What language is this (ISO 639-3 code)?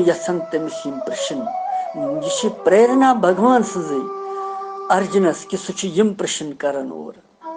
kas